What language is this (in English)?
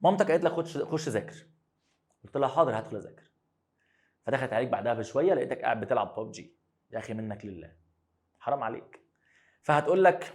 Egyptian Arabic